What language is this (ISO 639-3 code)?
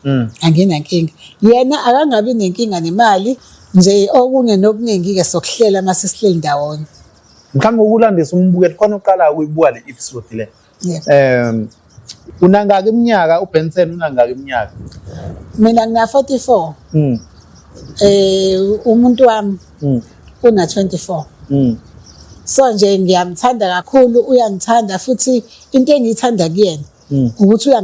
zul